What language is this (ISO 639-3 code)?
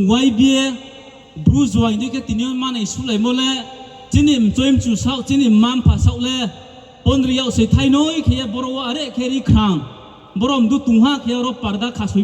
ria